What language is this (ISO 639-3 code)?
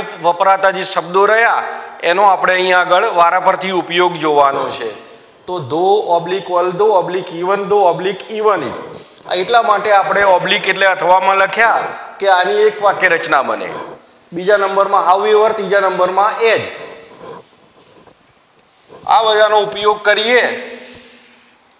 guj